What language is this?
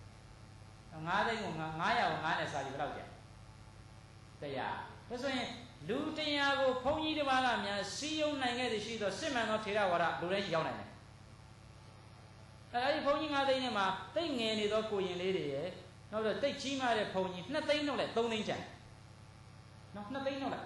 Burmese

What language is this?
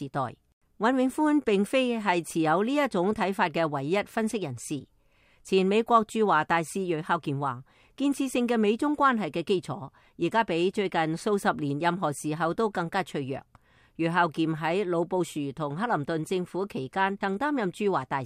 Cantonese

